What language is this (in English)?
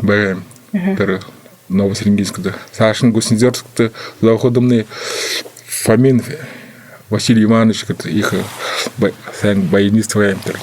Buriat